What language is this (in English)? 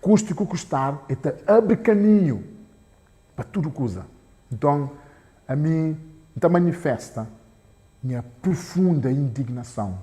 Kabuverdianu